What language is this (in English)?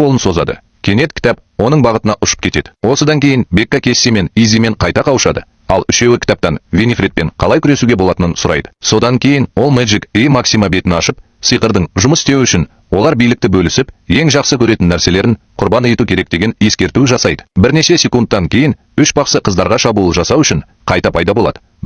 Kazakh